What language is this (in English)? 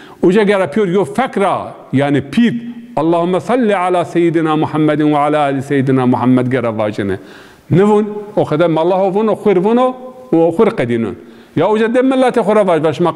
Zaza